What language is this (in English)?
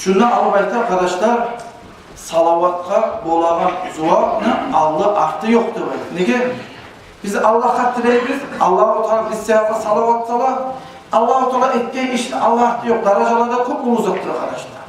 Kumyk